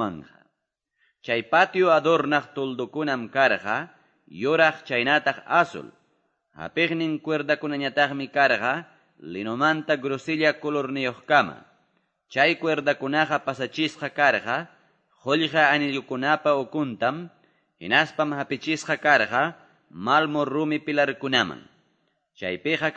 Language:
Quechua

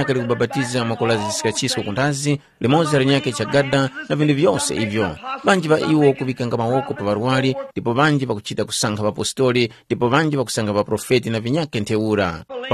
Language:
Tumbuka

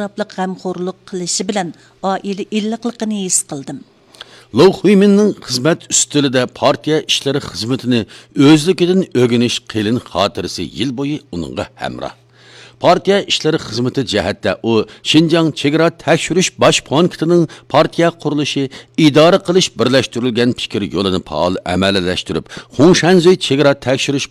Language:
Uyghur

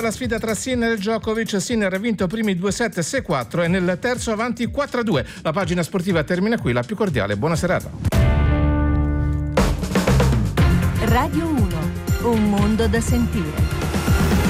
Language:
Italian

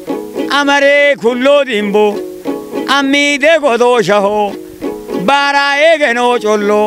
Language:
Kafa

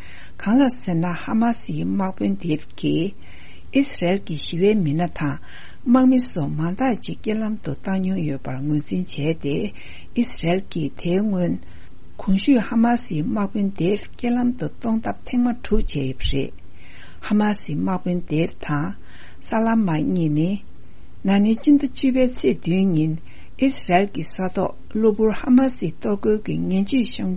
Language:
Tibetan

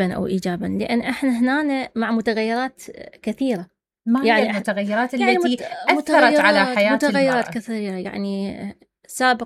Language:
Mesopotamian Arabic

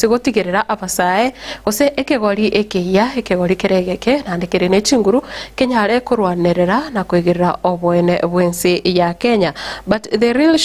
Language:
Gusii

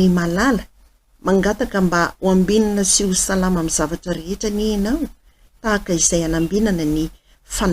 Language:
Malagasy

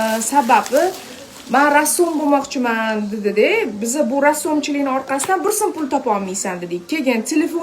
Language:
Uzbek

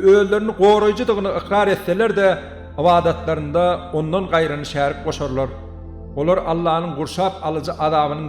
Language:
Turkmen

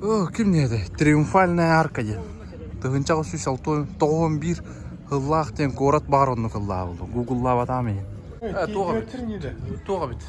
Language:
Yakut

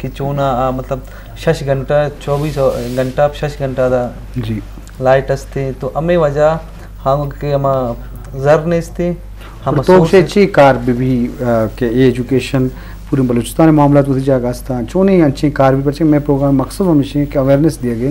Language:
Eastern Balochi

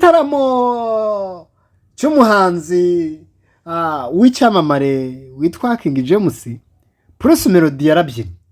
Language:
Kinyarwanda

